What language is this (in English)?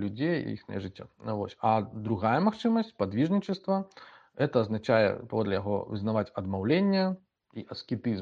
Belarusian